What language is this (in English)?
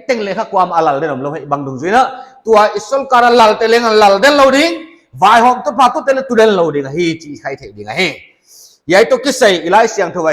Paite Chin